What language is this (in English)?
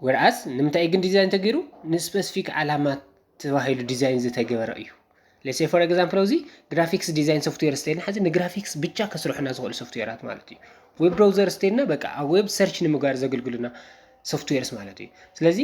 Tigrinya